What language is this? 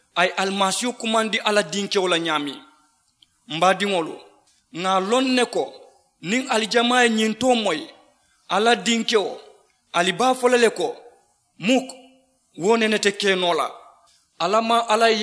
Mandingo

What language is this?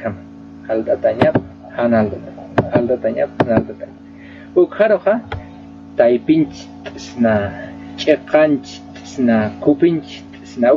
Aymara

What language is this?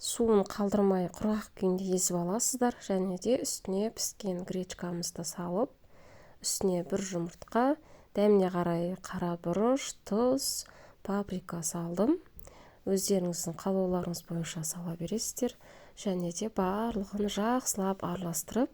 Kazakh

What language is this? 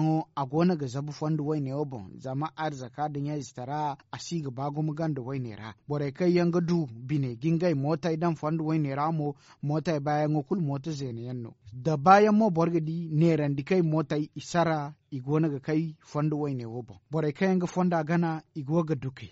Zarma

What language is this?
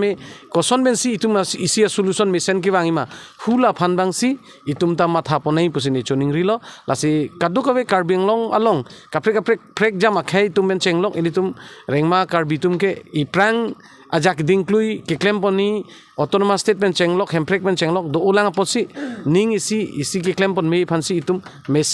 Karbi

